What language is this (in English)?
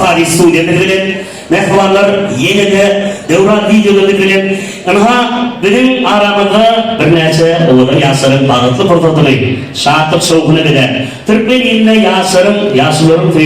Turkmen